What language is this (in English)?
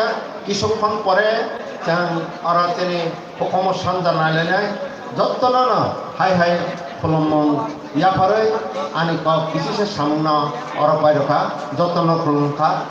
Kok Borok